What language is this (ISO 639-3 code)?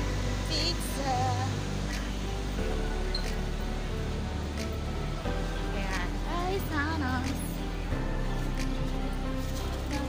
fil